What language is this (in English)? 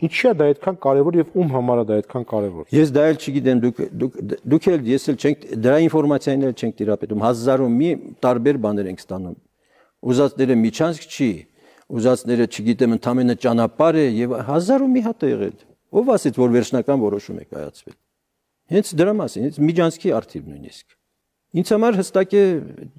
Armenian